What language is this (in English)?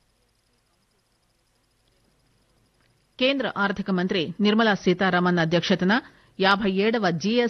Telugu